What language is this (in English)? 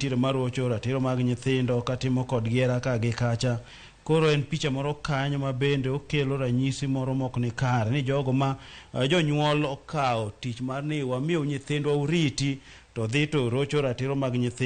Luo (Kenya and Tanzania)